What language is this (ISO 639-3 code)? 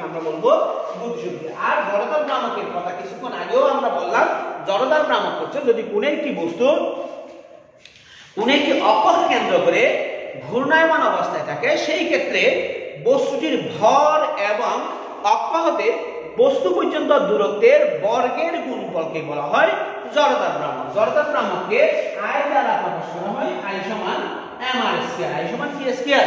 ben